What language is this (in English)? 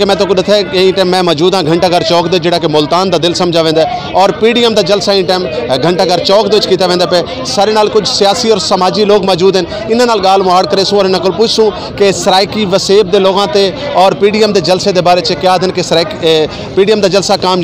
Saraiki